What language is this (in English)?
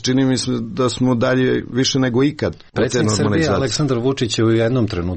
Croatian